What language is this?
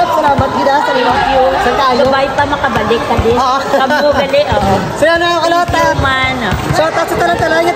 Hiligaynon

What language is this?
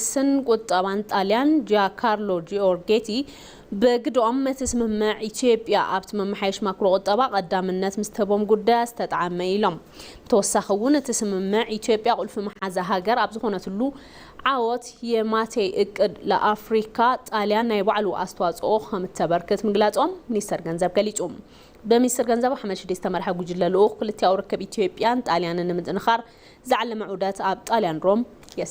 Tigrinya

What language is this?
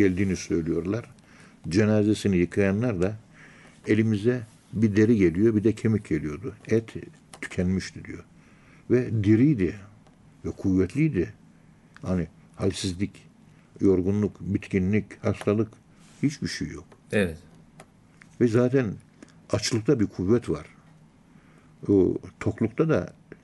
Turkish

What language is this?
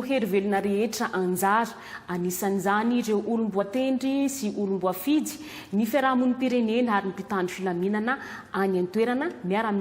Malagasy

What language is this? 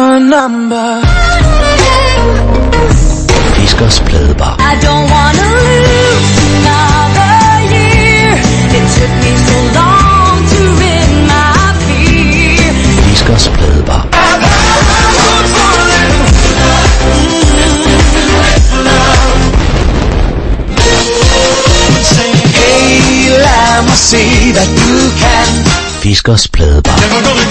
Danish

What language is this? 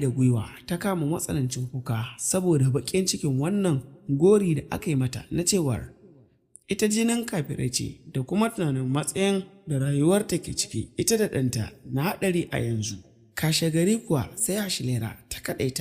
Hausa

